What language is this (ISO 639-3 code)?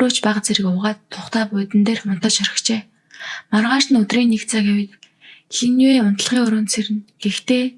mon